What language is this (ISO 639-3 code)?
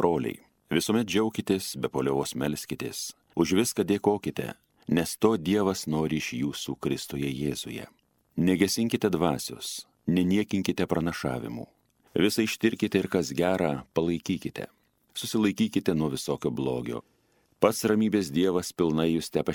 lit